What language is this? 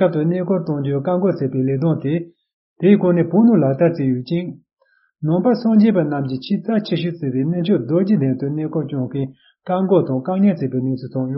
Tibetan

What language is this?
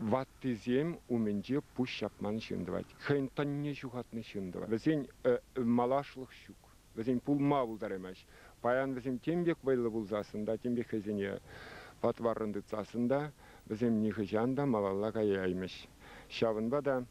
Chuvash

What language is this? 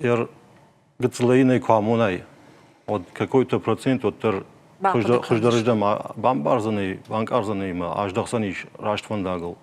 Ossetic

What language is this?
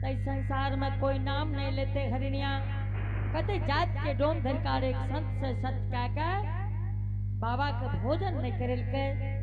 Angika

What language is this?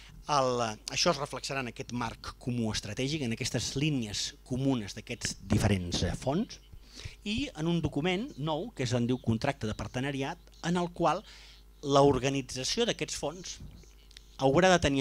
Catalan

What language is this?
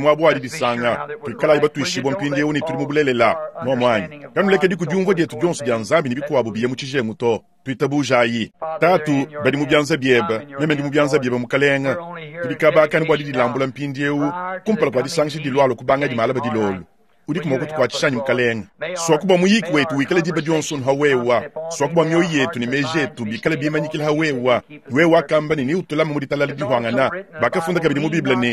Luba-Lulua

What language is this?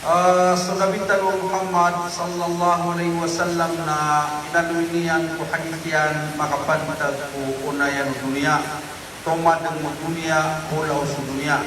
Maranao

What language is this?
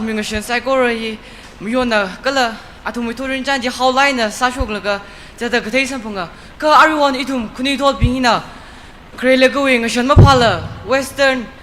Tangkhul Naga (India)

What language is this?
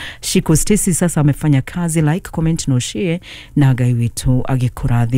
Kikuyu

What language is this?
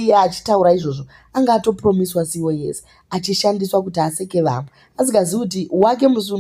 Shona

